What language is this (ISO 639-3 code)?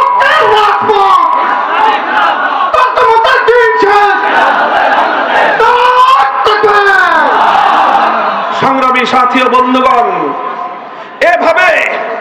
ben